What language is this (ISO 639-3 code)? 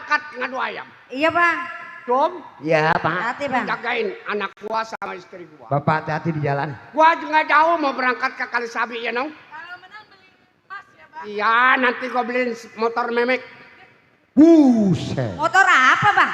bew